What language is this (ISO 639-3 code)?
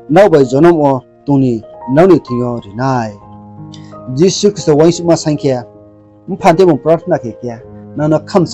ria